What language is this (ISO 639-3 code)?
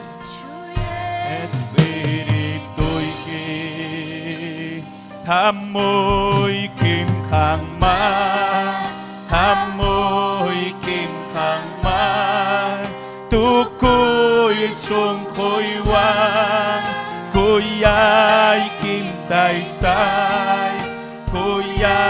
quy